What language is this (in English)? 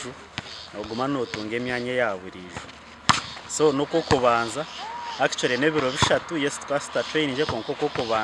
Nyankole